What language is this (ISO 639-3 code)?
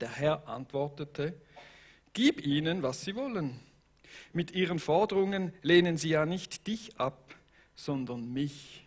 gsw